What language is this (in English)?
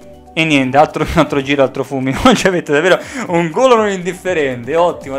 Italian